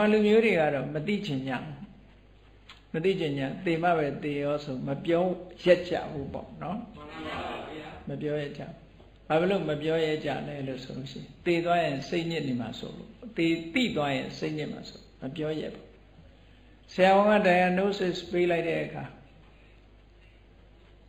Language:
Burmese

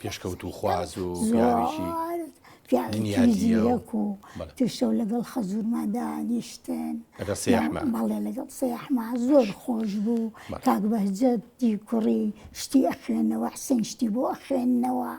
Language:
Central Kurdish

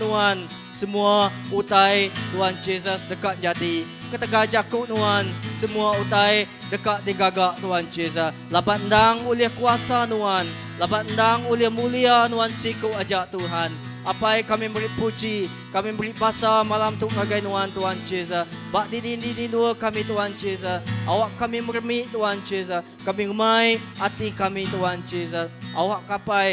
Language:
Iban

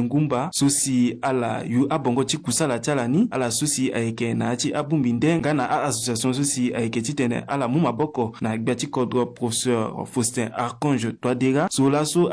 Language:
Sango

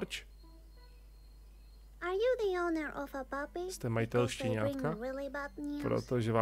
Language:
Czech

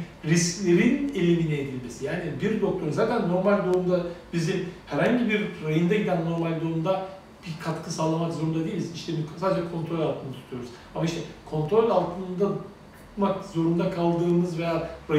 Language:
Turkish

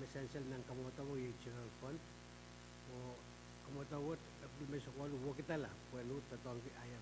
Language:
Pohnpeian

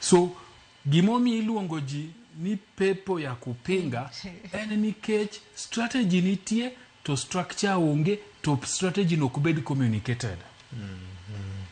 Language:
Luo (Kenya and Tanzania)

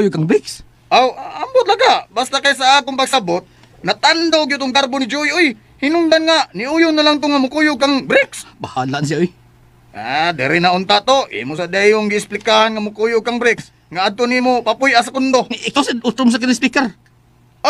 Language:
Cebuano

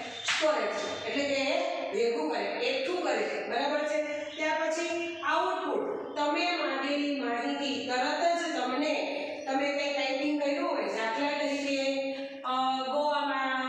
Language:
Gujarati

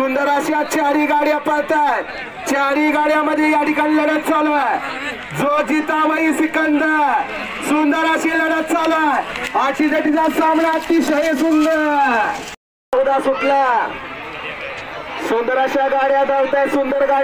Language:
Marathi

